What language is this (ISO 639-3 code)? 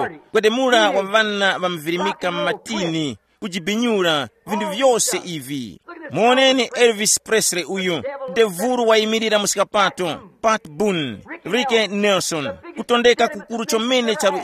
tum